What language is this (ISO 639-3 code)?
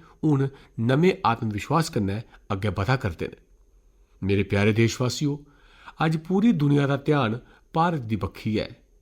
doi